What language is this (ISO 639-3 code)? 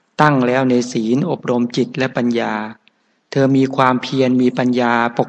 tha